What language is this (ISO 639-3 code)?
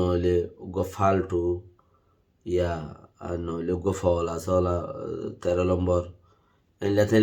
rhg